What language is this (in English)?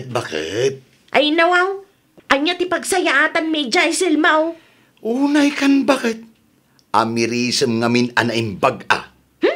Iloko